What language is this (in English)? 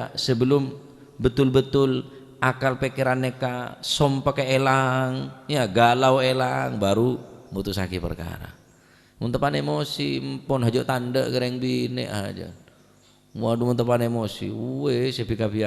Madurese